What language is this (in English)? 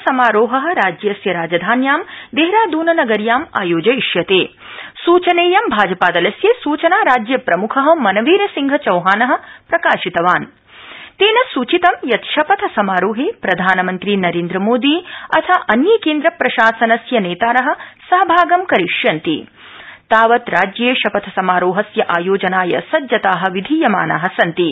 Sanskrit